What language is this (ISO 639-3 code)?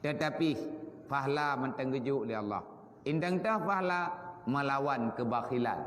ace